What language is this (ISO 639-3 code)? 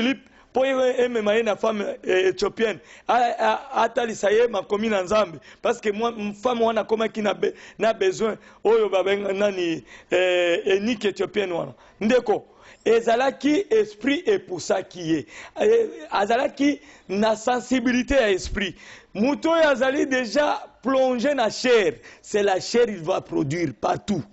lin